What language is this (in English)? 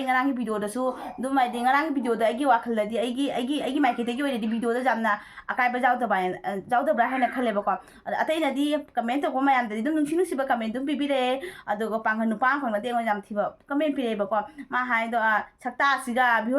Manipuri